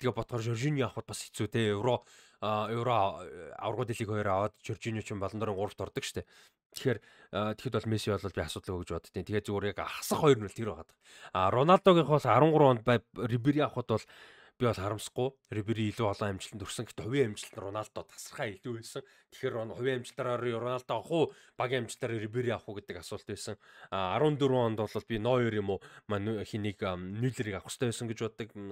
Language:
Mongolian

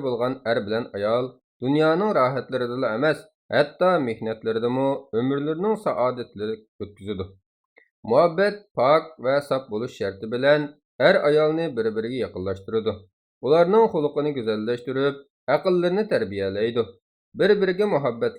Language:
Uyghur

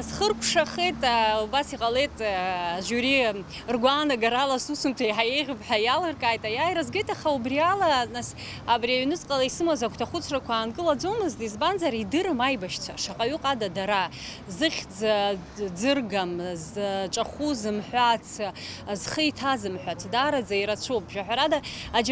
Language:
Abkhazian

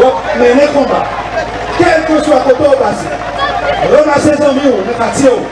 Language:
Haitian Creole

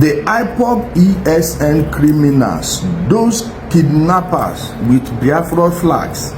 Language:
Igbo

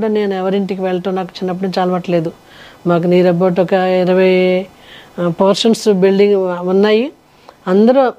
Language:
Telugu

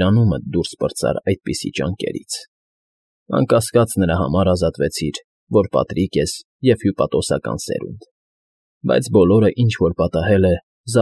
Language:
Armenian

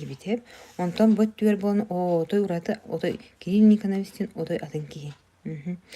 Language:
Yakut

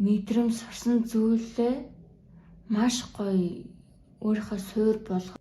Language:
Mongolian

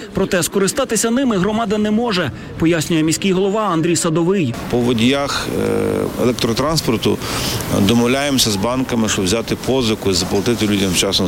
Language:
Ukrainian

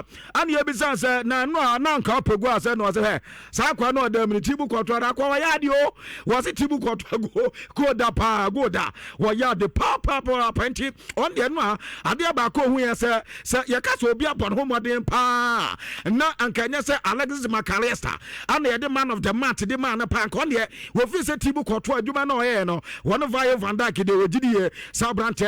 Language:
Akan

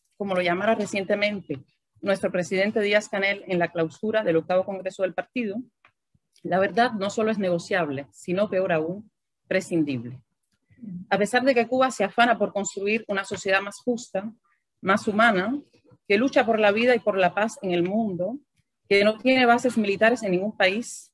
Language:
Spanish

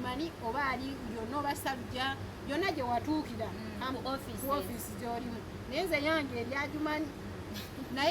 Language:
Ganda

